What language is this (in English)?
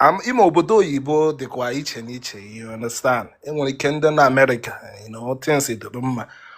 Igbo